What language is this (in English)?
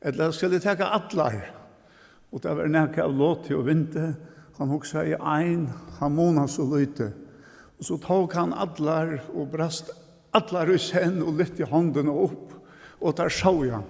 Faroese